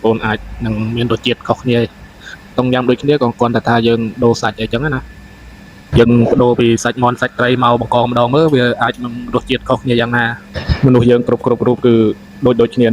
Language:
Khmer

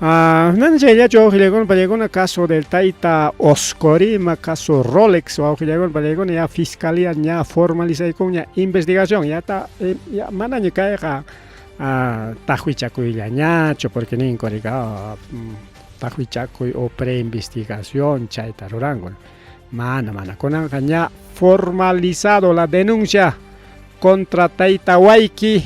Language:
Ayacucho Quechua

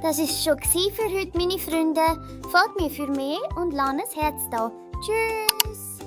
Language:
Swiss German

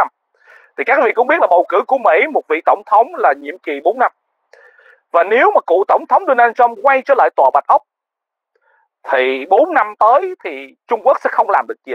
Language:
Vietnamese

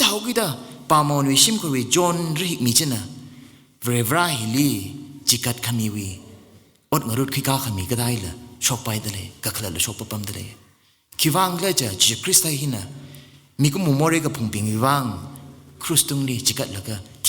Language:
Tangkhul Naga (India)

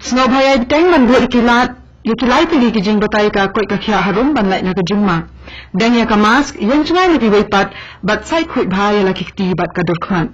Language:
Khasi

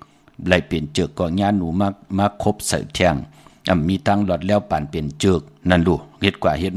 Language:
Shan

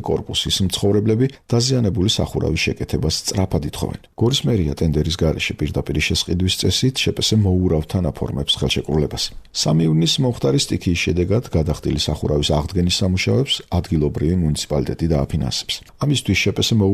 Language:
Georgian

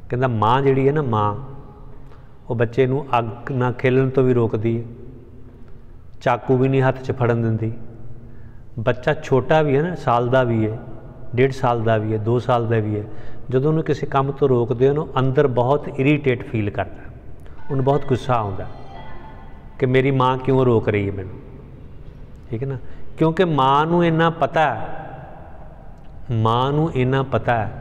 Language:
Punjabi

